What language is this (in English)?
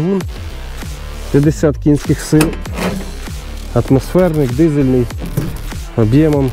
Ukrainian